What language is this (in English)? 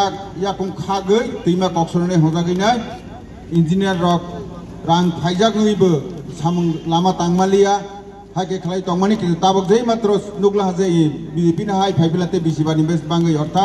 Kok Borok